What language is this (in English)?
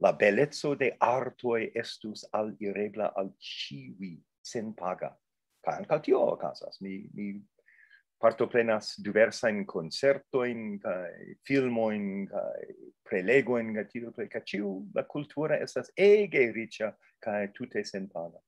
Esperanto